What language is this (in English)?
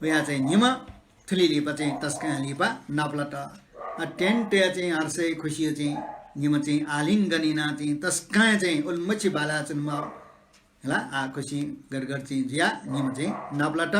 Newari